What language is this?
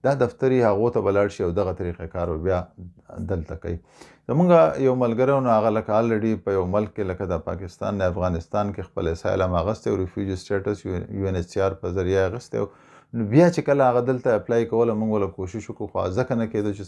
Pashto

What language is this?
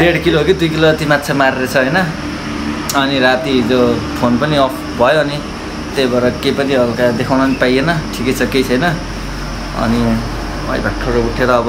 Nepali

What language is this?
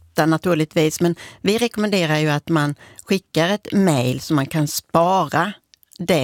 Swedish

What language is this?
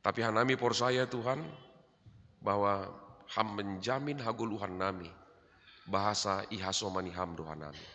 Batak Simalungun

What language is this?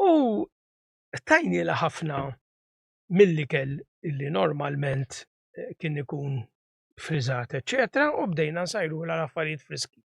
Maltese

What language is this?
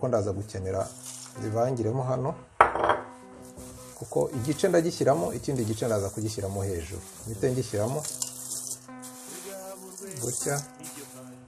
Kinyarwanda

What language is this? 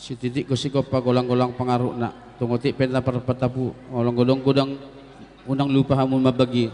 Batak Simalungun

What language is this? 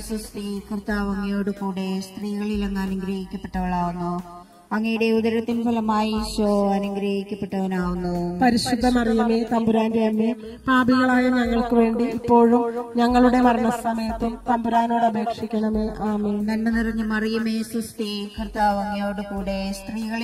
Malayalam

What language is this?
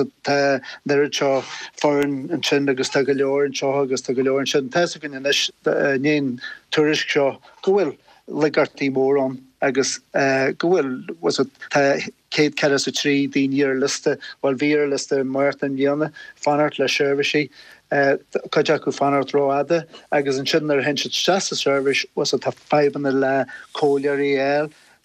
Irish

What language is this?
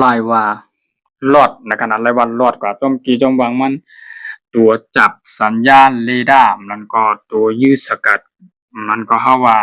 Shan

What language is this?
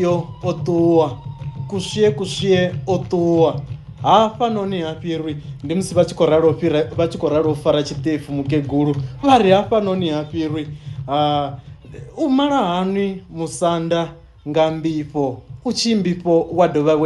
Venda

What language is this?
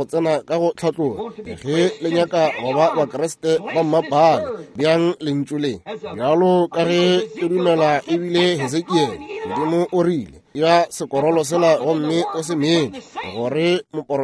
Northern Sotho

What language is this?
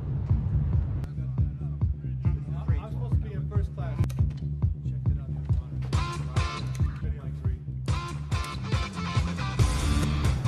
English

